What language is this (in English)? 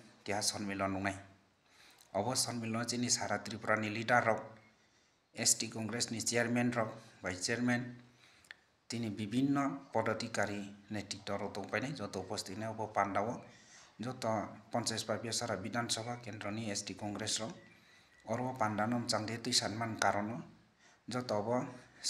Riang (India)